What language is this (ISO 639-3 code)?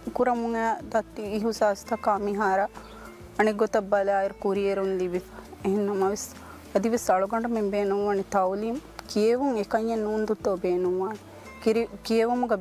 div